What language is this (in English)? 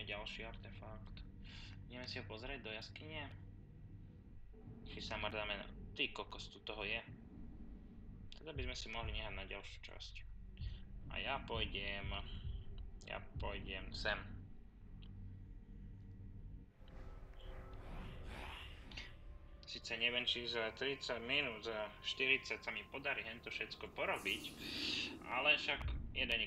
Slovak